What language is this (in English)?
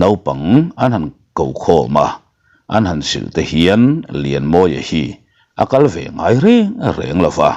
Mizo